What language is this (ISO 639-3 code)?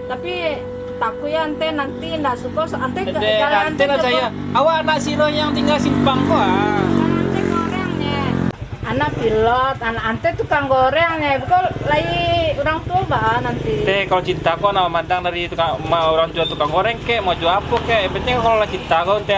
min